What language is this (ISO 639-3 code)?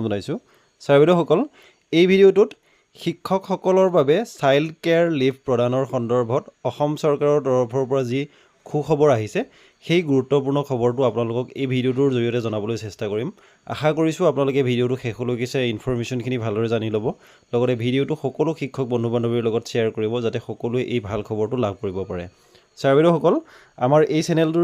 asm